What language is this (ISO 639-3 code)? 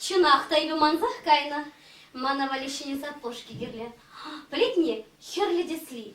chv